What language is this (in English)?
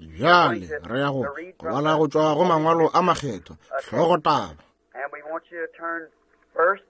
Northern Sotho